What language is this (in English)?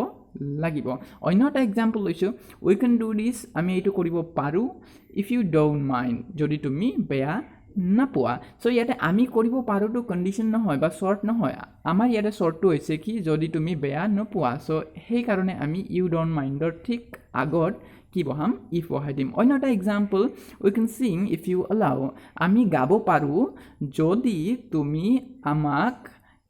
Assamese